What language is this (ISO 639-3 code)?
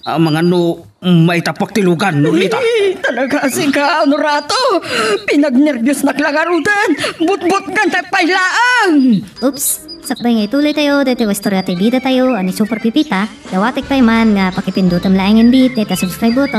ilo